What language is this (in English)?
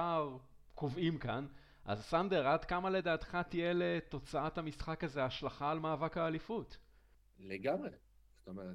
Hebrew